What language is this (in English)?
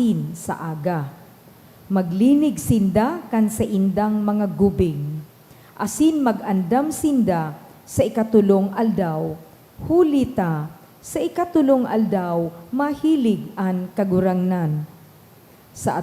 Bikol